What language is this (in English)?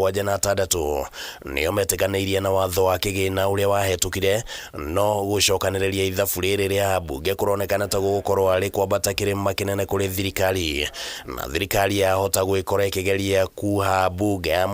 Kikuyu